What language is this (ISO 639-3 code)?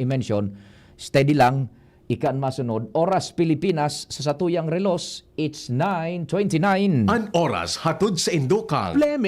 bik